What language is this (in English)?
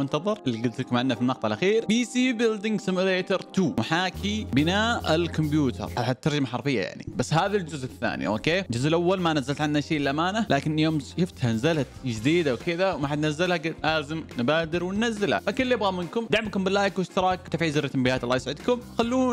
Arabic